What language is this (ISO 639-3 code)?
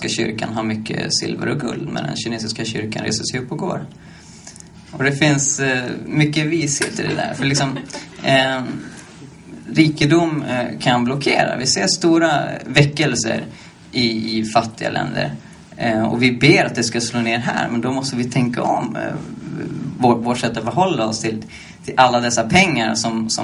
swe